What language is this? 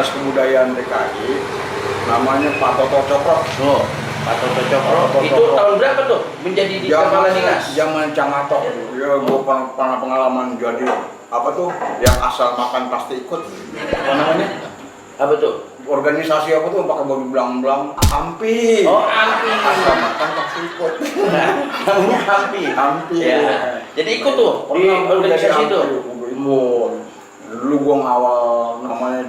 Betawi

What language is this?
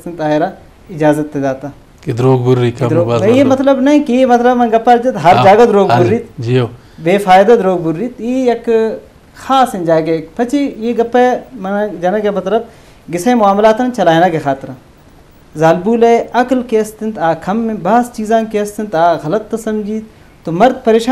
Eastern Balochi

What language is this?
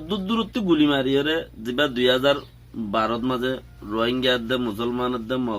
Rohingya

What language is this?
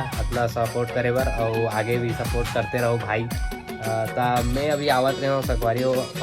Chhattisgarhi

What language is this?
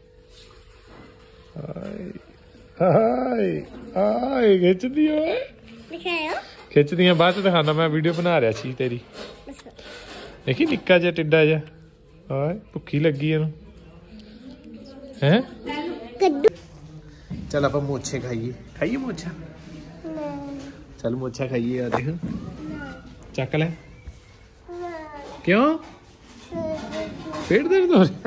Punjabi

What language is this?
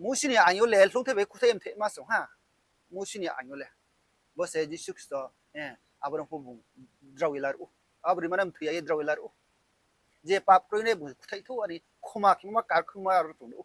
Riang (India)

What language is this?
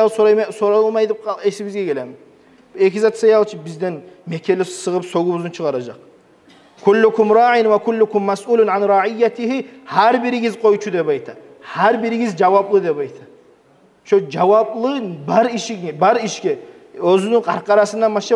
Kumyk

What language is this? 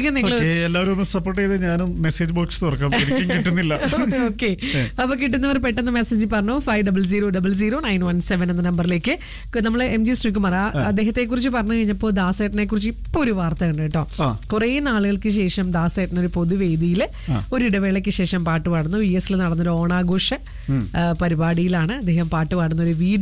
Malayalam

